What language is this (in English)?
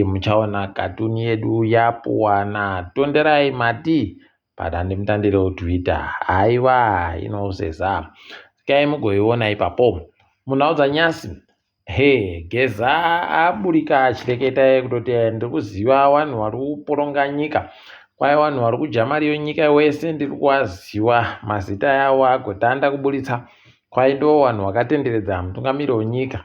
Ndau